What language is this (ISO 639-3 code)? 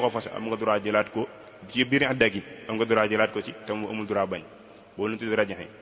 wol